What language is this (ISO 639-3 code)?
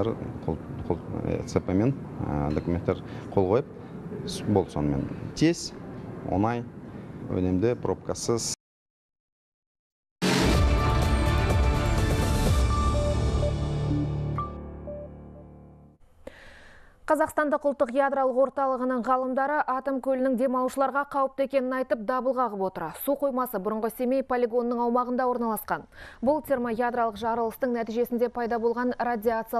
kaz